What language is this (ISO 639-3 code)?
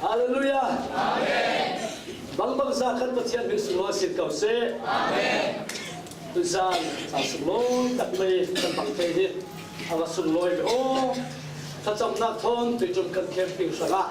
cfm